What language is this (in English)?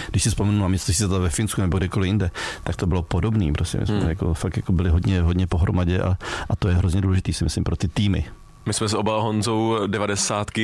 Czech